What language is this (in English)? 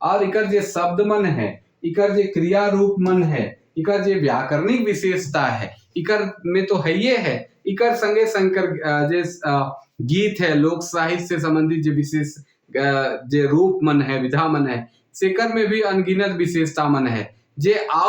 Sadri